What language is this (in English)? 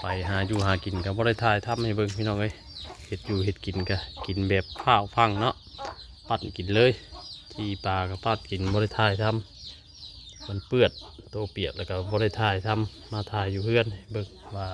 Northeastern Thai